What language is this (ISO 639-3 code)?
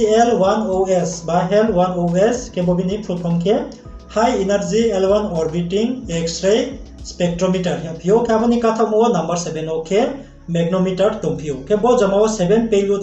ria